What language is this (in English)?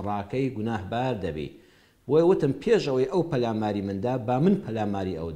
Central Kurdish